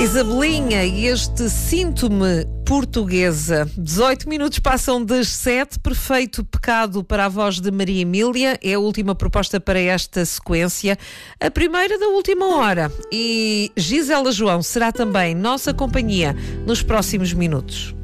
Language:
Portuguese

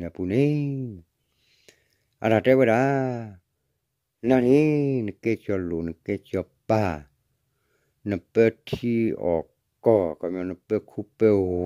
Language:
S'gaw Karen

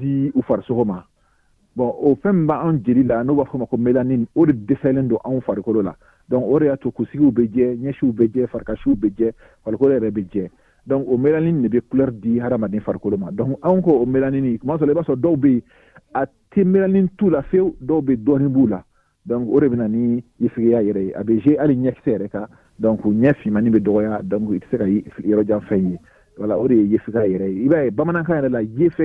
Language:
Bambara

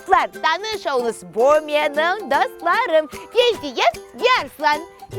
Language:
Crimean Tatar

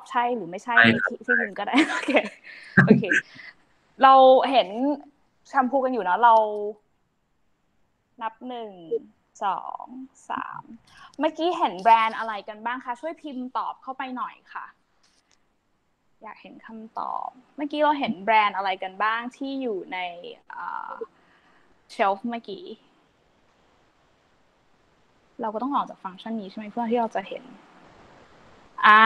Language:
Thai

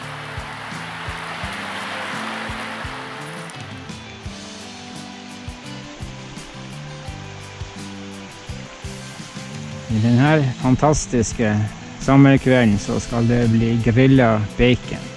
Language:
Norwegian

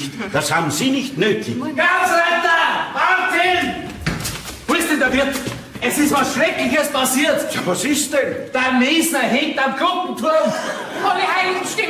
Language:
Bavarian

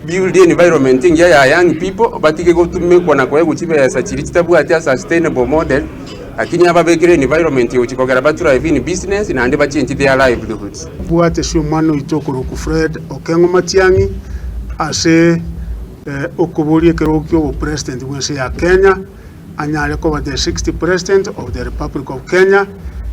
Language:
Gusii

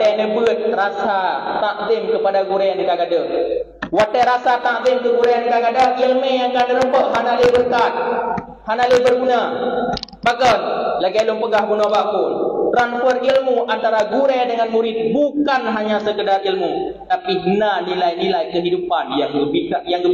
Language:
Achinese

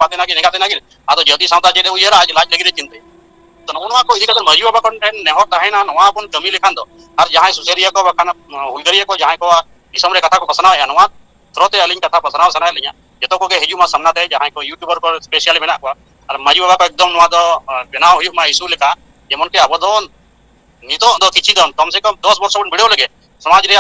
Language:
Santali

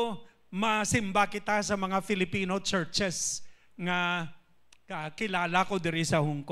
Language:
Hiligaynon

